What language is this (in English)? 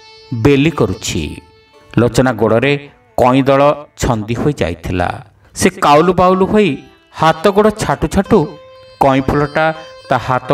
Odia